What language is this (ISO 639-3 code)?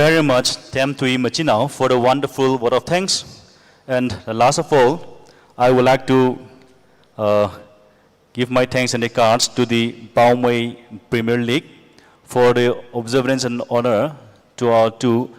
nmf